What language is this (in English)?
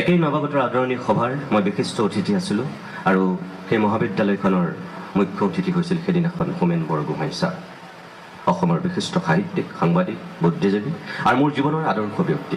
Assamese